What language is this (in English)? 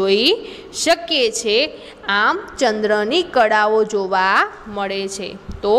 Gujarati